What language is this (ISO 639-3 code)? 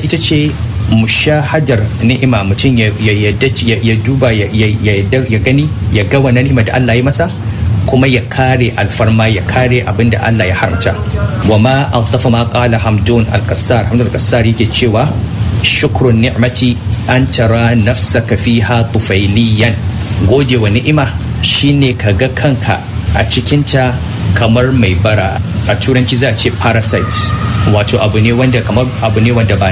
hau